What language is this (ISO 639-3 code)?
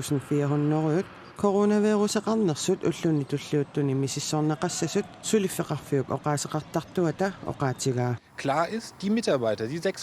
kal